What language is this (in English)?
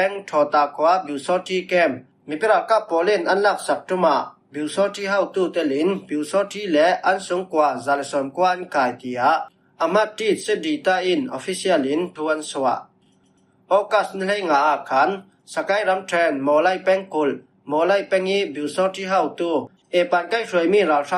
Falam Chin